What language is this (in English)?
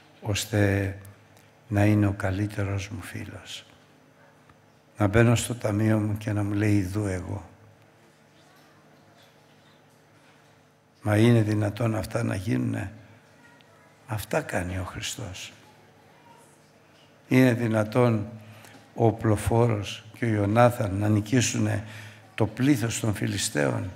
Greek